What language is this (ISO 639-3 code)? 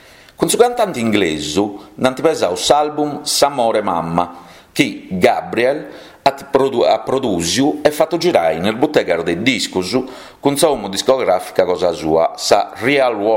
srd